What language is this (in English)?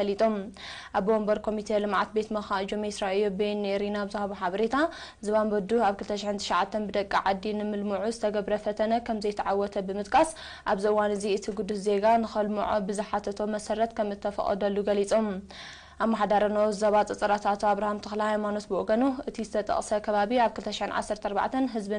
Tigrinya